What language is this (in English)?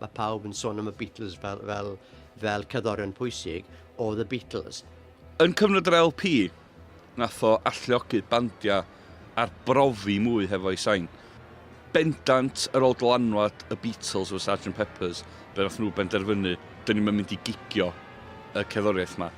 Welsh